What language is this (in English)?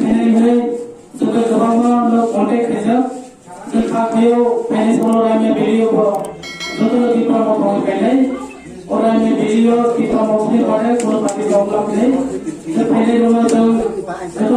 Kok Borok